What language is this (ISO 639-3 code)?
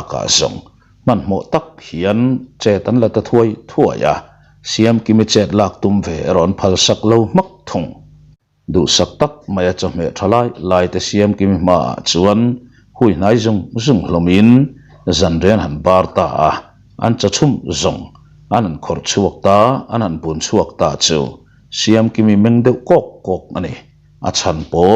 lus